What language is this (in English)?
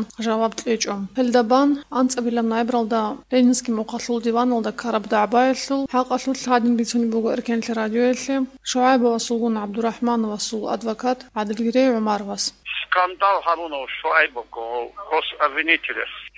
Avaric